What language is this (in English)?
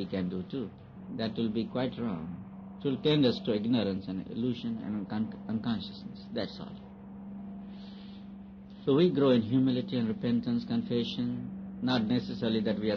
English